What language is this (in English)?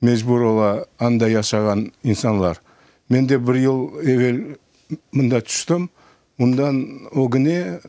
Crimean Tatar